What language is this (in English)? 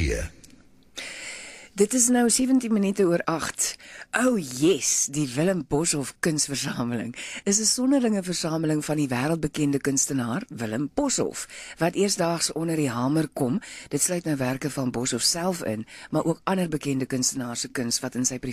Afrikaans